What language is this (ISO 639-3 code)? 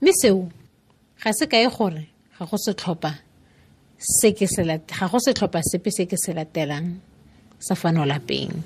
tsn